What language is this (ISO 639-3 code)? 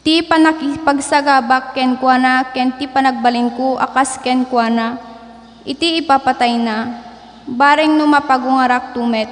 ilo